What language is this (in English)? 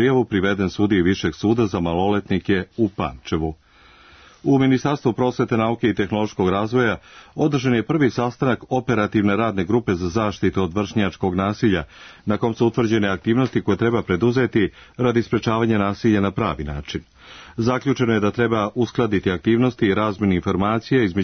Serbian